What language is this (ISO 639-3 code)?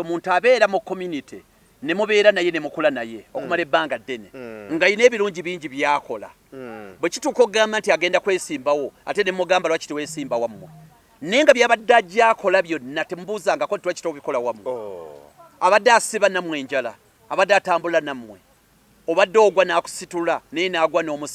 lug